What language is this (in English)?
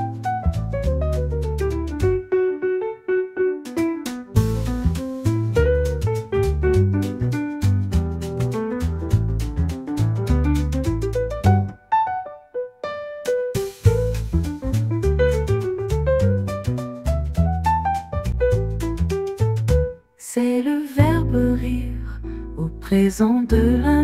French